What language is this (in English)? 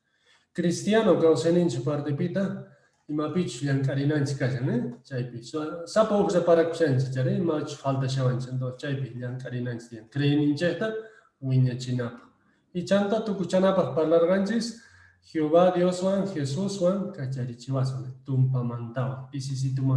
Quechua